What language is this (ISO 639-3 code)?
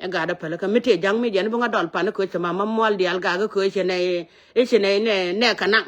nus